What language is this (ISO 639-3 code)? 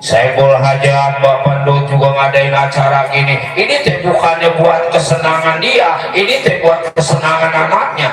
bew